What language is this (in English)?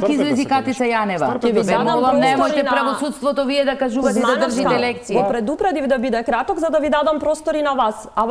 Macedonian